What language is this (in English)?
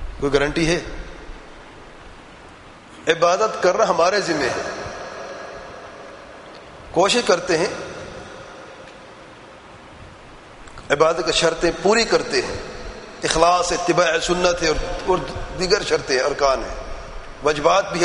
Urdu